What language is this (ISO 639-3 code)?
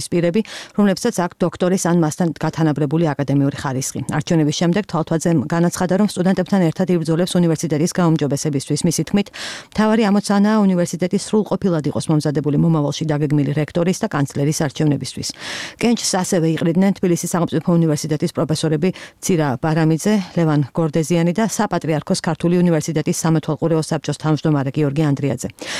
kat